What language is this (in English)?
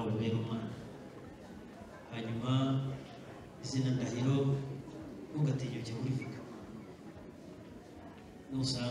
Kinyarwanda